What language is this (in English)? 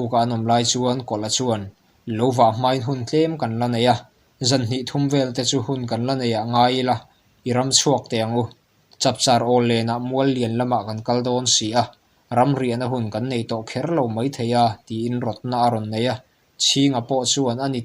Mizo